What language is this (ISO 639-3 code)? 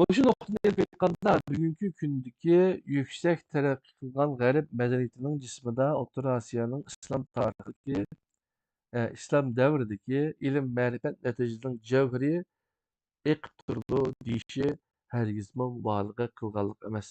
uig